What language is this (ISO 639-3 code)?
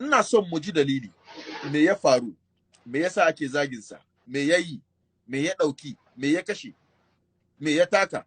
hau